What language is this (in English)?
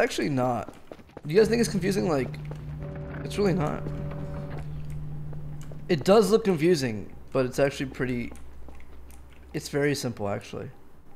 English